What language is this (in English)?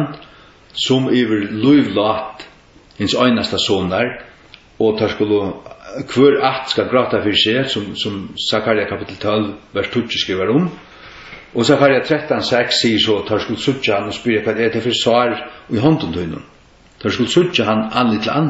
Faroese